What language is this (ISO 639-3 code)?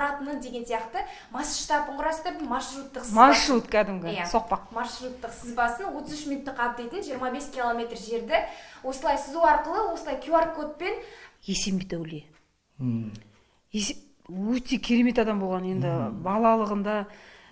kaz